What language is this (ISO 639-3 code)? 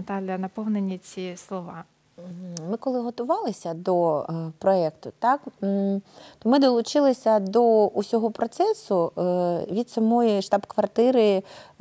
ukr